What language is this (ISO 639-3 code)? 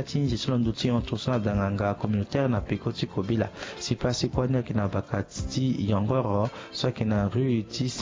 sag